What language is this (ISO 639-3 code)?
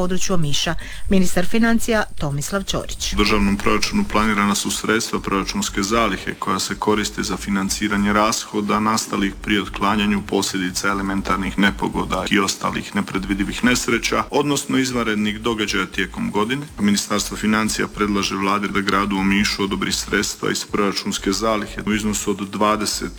hrv